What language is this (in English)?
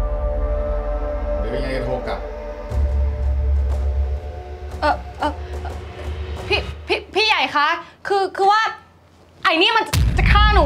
Thai